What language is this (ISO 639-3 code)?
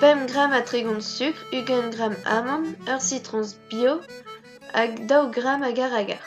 bre